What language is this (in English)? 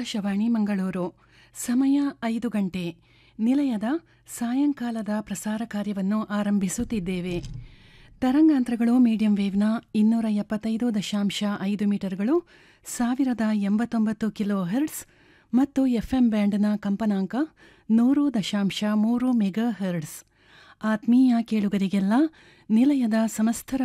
Kannada